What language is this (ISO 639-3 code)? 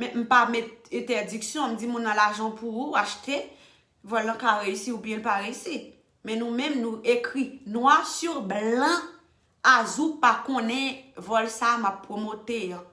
hat